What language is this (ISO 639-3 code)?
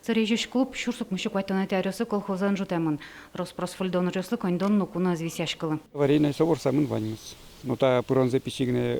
udm